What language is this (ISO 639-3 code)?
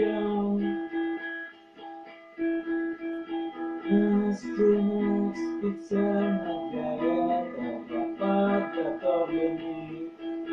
rus